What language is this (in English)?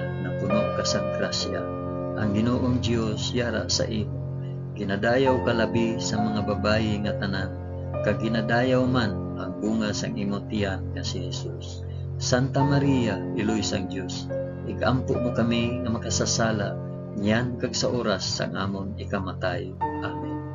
Hiligaynon